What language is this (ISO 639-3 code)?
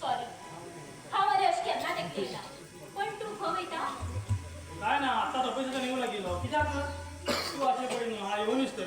kok